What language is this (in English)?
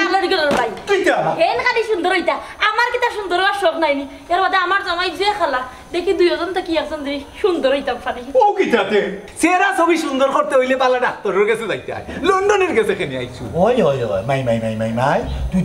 Sylheti